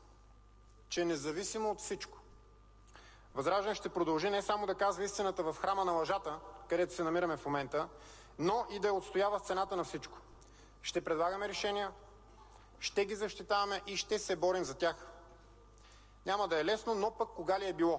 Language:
Bulgarian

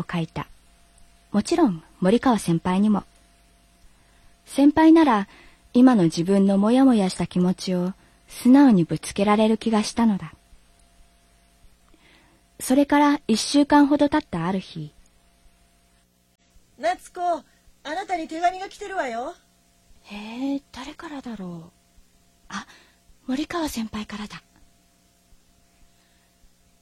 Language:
Japanese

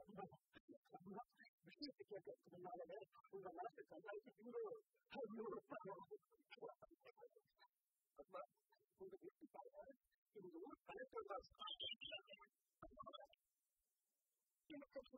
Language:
Tamil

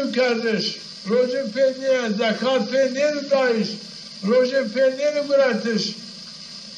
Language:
Zaza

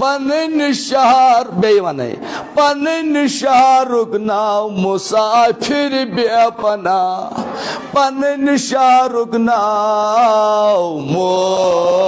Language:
Kashmiri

